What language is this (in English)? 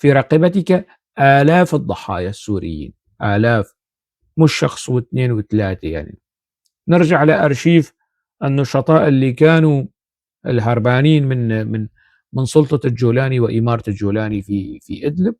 North Levantine Arabic